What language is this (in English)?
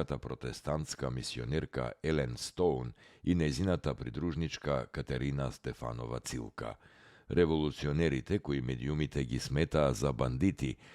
Macedonian